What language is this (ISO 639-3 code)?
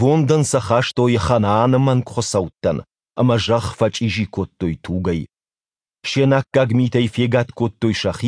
oss